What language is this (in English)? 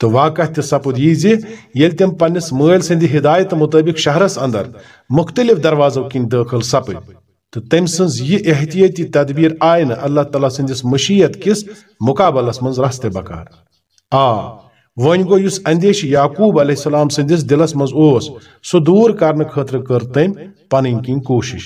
Kashmiri